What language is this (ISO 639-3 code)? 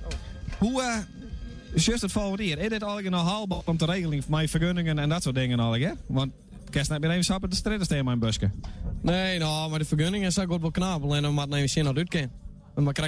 fry